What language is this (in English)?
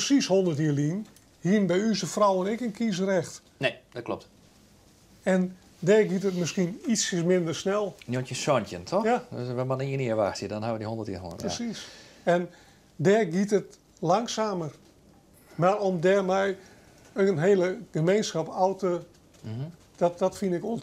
Western Frisian